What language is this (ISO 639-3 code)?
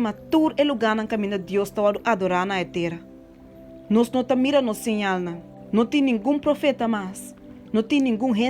pap